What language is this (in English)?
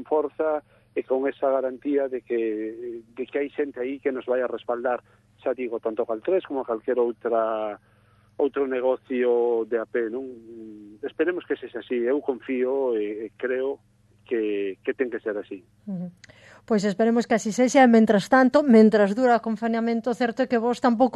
Galician